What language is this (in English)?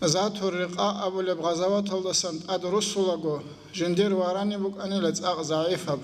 Avaric